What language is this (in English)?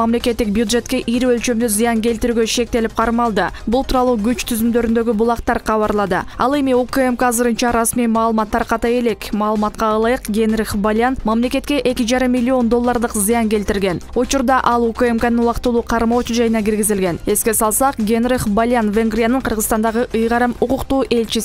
Kyrgyz